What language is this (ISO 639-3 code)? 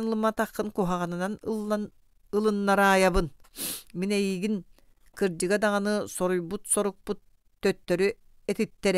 sah